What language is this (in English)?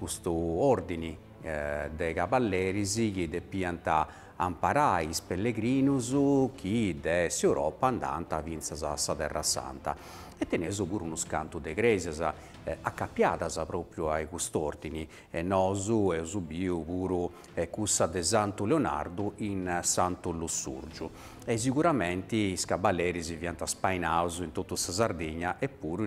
Sardinian